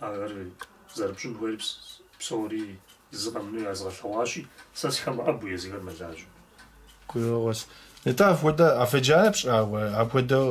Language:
Kabardian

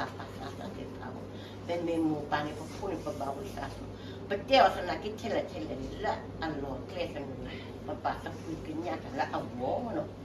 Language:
S'gaw Karen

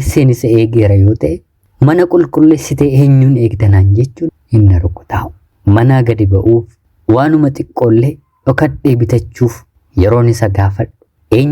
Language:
Oromo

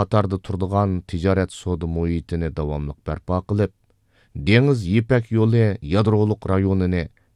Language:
Uyghur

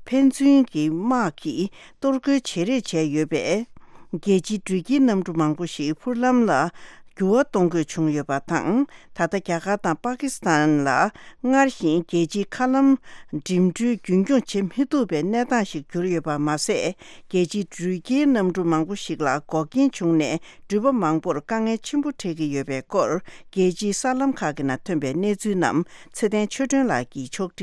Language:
Tibetan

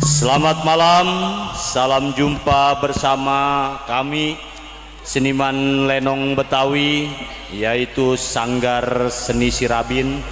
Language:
Betawi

